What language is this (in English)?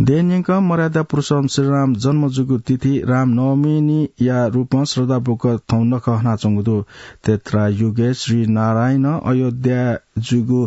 Newari